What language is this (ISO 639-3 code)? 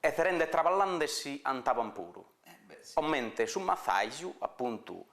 srd